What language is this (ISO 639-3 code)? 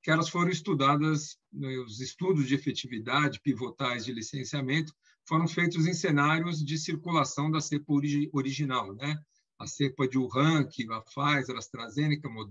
por